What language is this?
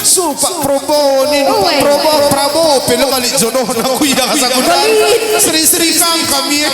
Batak Karo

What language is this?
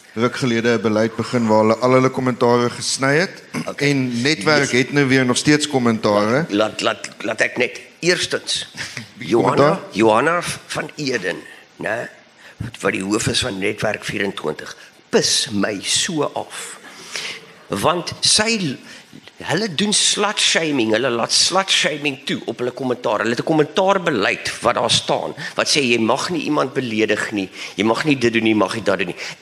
Afrikaans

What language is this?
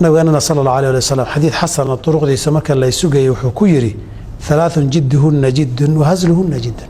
Somali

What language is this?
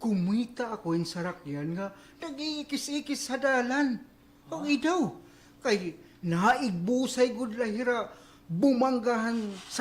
Waray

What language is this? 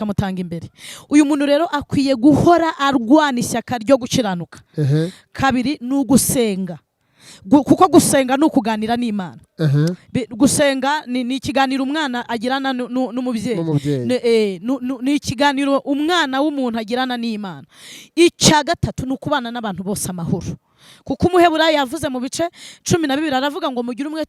Kinyarwanda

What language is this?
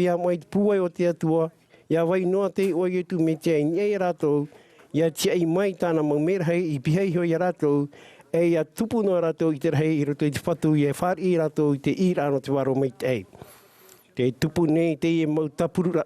Tahitian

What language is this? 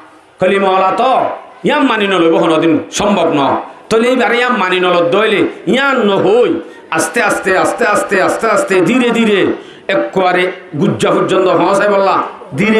Rohingya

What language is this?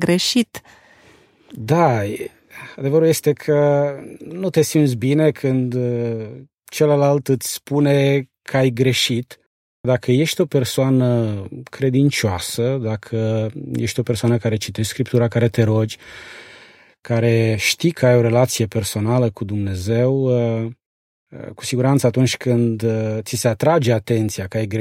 Romanian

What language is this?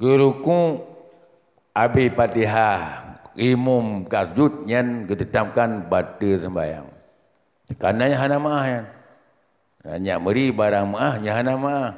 Achinese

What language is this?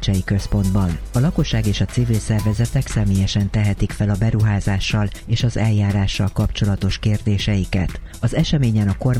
Hungarian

